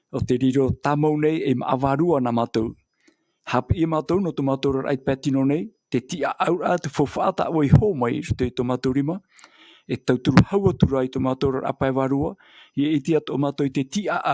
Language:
Tahitian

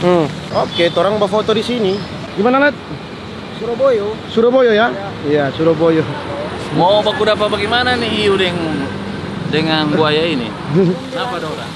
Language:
Manado Malay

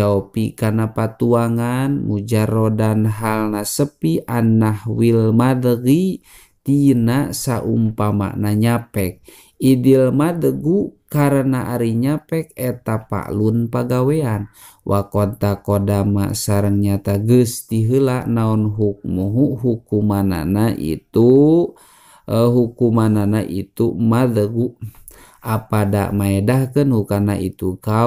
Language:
Sundanese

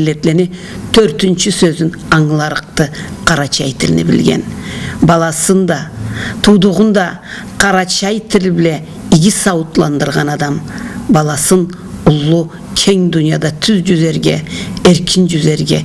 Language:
Karachay-Balkar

